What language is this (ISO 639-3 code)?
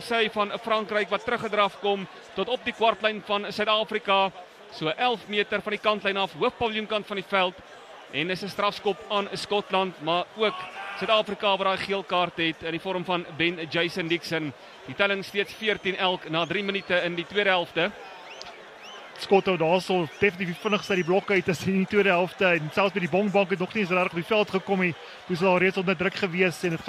afr